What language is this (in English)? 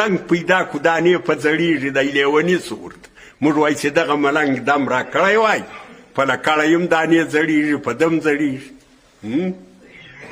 Pashto